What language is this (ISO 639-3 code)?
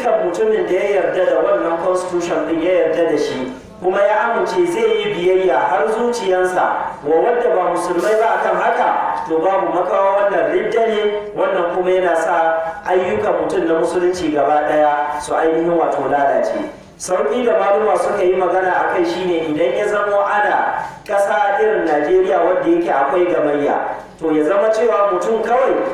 hau